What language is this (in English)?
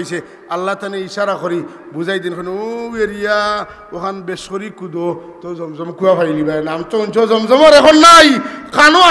Sylheti